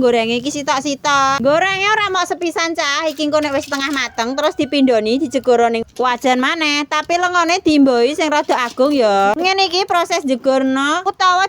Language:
Javanese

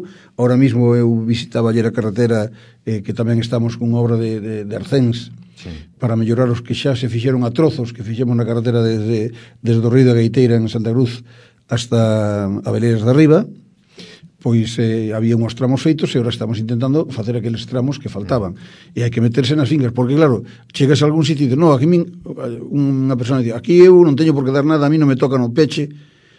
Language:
Galician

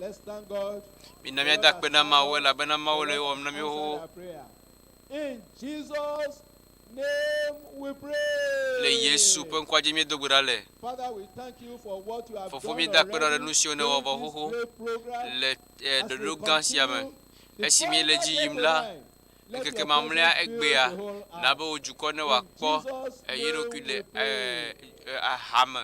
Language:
Ewe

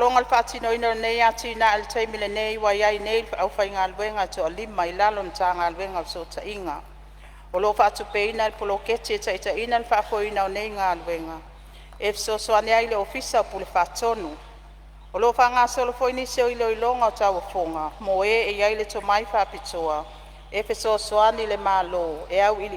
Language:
Samoan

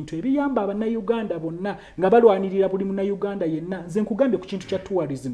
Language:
Ganda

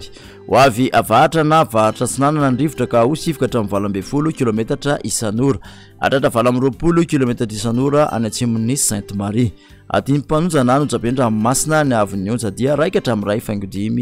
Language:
Malagasy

